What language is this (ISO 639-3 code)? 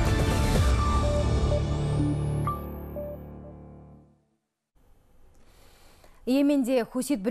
kaz